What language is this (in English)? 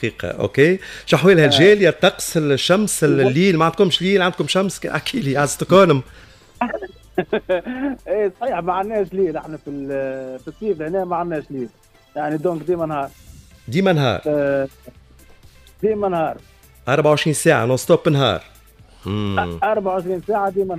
Tunisian Arabic